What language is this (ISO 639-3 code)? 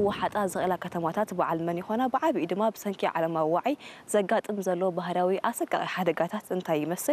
tir